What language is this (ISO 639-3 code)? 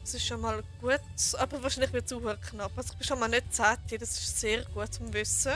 gsw